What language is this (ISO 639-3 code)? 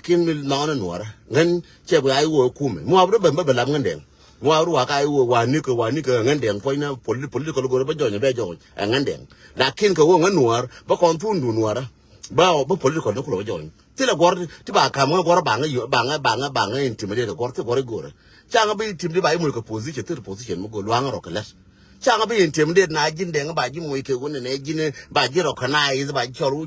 nus